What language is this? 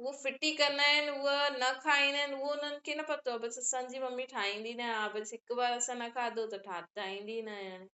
Sindhi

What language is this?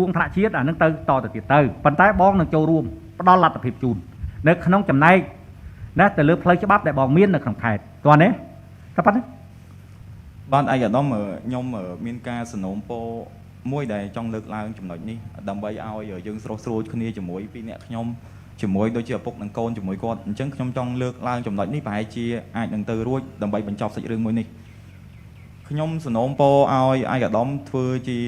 Khmer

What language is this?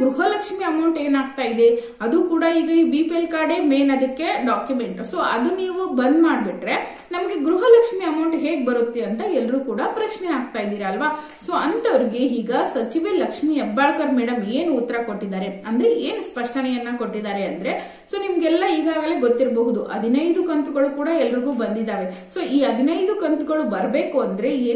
Kannada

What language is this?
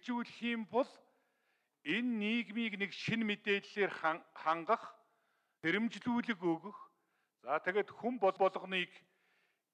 Mongolian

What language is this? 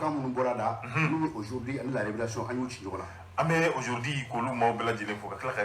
Bambara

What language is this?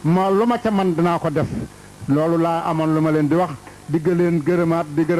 Wolof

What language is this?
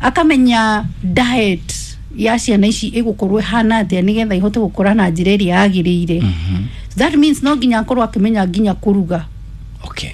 Kikuyu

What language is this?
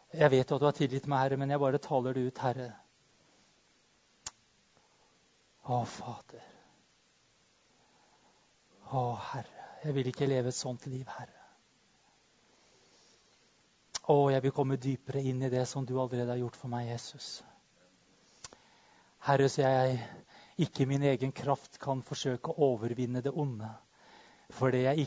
Norwegian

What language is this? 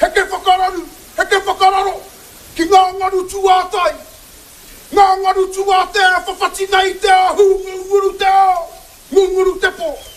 Māori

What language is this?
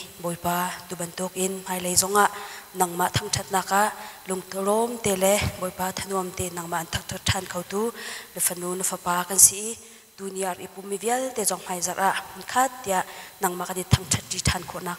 Hakha Chin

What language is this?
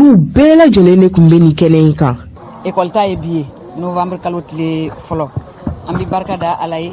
Bambara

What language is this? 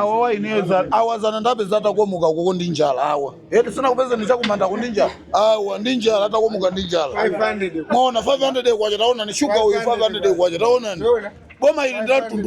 Nyanja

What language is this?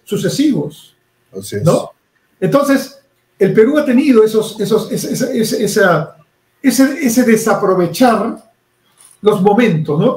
Spanish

